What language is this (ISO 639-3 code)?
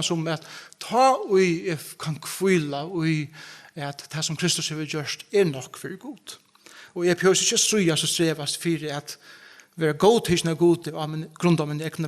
fao